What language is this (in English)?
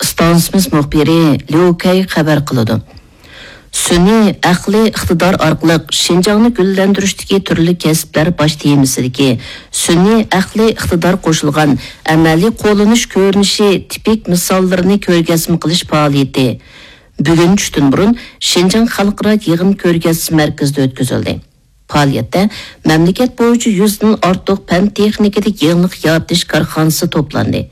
Uyghur